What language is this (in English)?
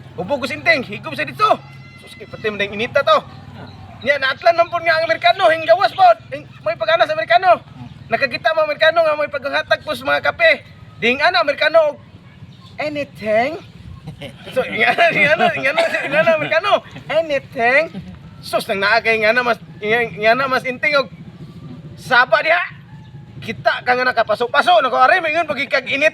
Cebuano